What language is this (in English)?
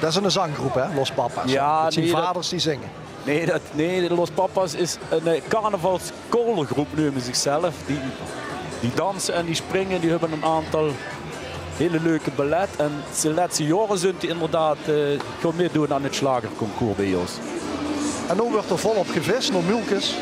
Limburgish